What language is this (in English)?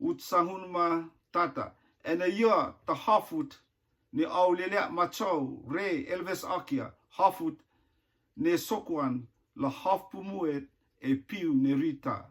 Rotuman